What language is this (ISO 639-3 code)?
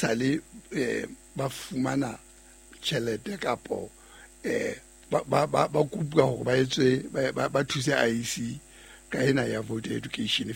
sot